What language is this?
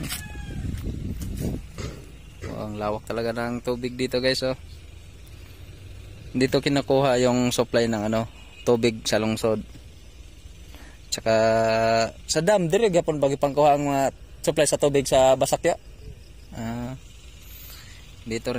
Filipino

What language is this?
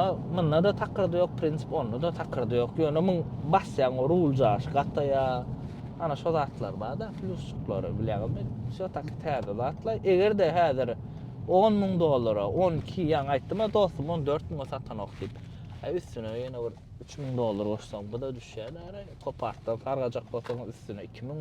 Turkmen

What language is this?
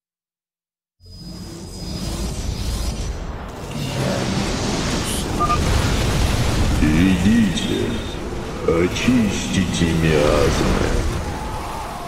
Russian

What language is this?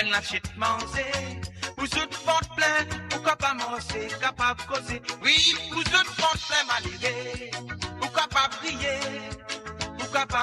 Morisyen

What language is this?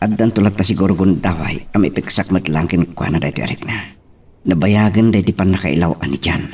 Iloko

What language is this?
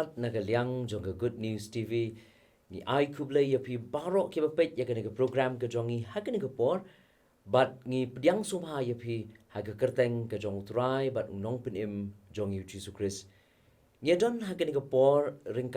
Khasi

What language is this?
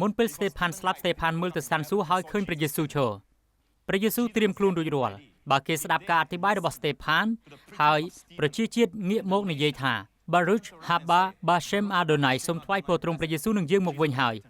Khmer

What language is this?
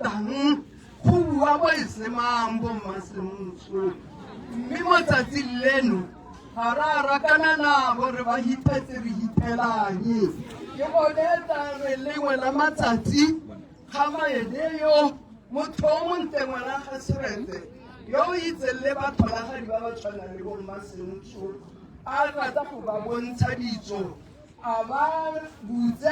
Tswana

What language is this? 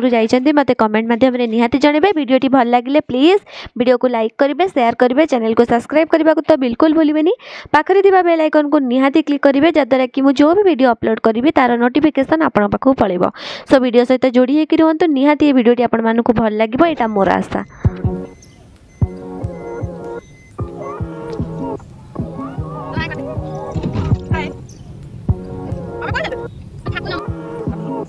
Odia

